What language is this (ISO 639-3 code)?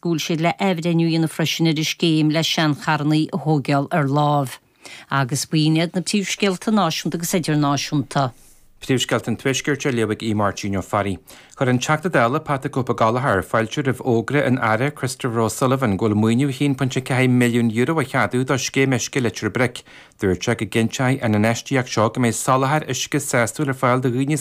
gle